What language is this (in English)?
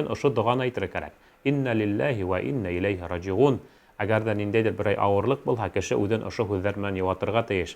Bashkir